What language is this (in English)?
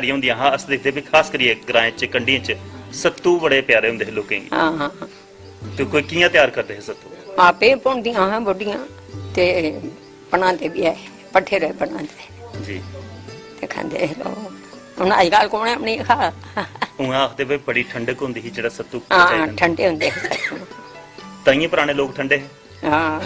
Dogri